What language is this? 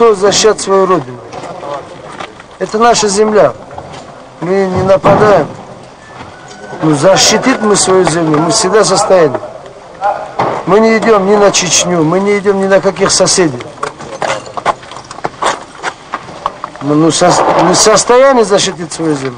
Russian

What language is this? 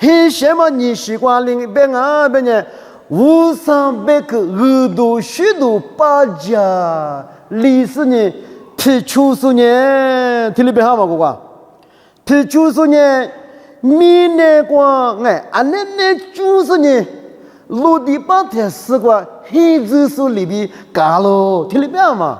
Lisu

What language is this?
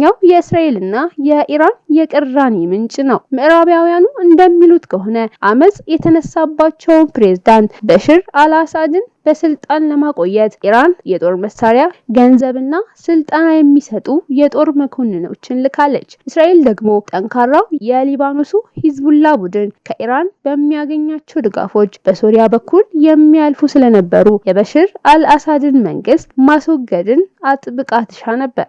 Amharic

